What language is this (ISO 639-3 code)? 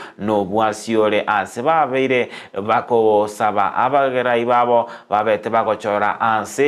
guz